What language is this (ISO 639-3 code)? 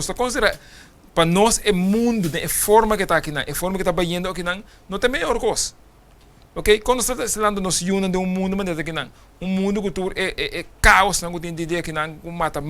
pap